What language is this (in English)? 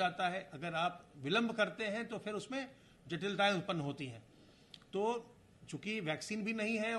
Hindi